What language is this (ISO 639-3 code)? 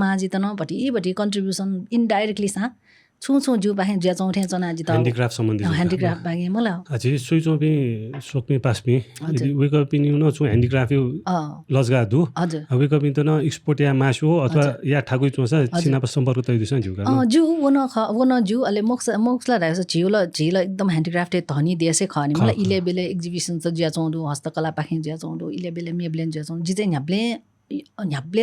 new